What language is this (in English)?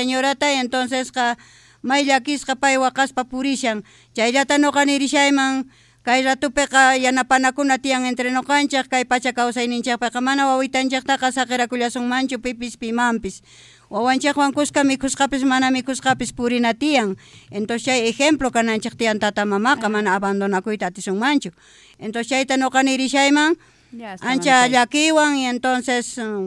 South Bolivian Quechua